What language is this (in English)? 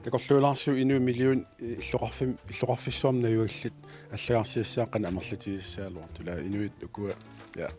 Kalaallisut